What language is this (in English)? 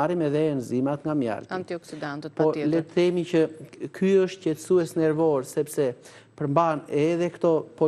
Albanian